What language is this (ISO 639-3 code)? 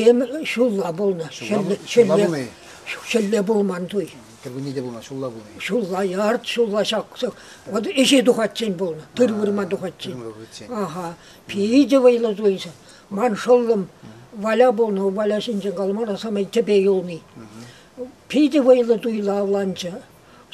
chv